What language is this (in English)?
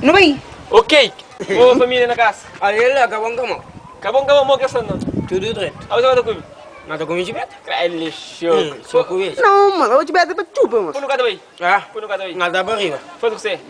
Kabuverdianu